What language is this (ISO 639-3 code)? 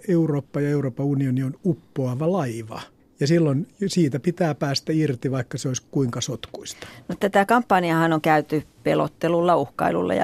fin